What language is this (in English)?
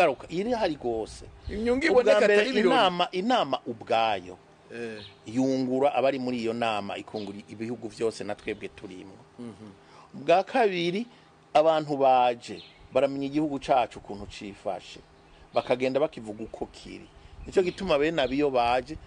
Rundi